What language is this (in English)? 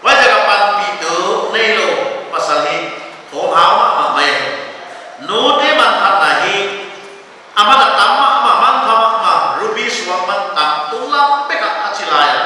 Paite Chin